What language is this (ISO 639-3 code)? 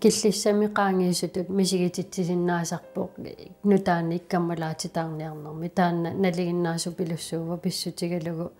kal